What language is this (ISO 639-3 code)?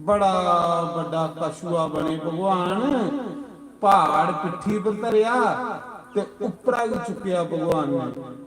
doi